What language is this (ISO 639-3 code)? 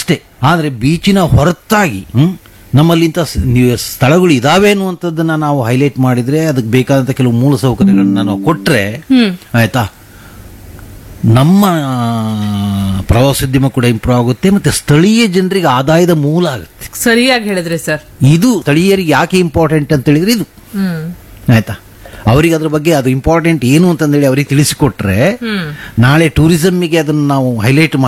kan